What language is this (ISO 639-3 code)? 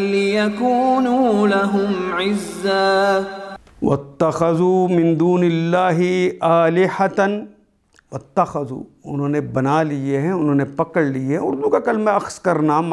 urd